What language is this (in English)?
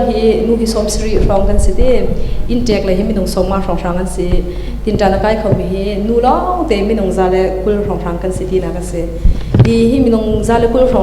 Hakha Chin